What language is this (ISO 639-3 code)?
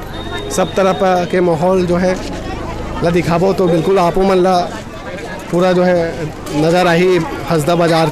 hne